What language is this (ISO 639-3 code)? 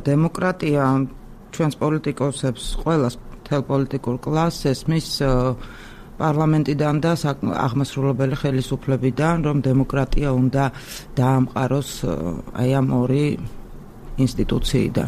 kat